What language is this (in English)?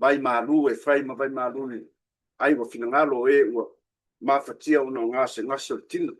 Samoan